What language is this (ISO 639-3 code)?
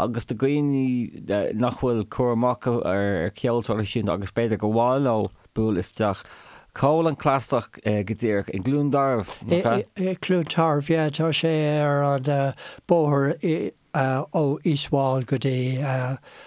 gle